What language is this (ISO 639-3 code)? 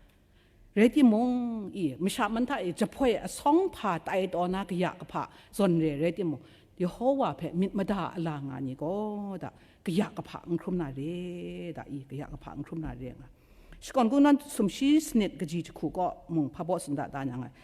kac